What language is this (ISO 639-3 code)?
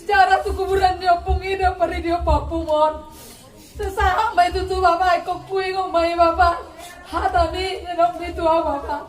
bbc